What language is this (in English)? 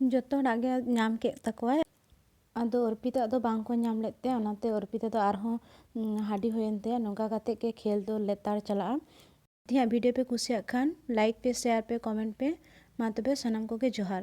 Santali